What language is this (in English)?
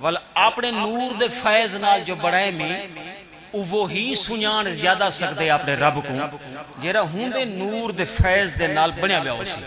Saraiki